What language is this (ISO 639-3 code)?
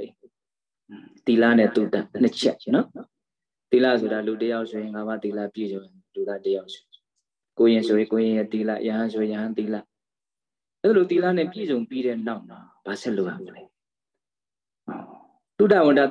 mya